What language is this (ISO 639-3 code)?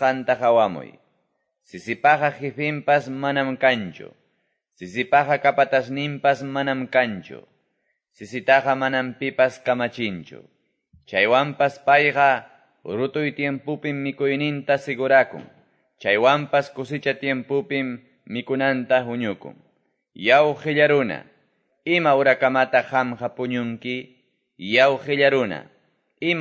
que